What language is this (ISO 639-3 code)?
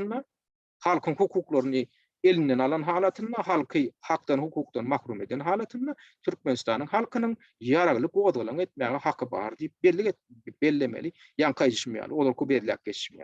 tuk